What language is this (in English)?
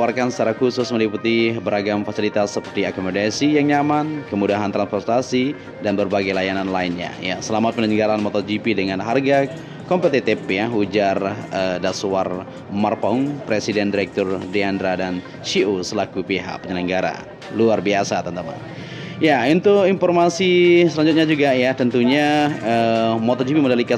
Indonesian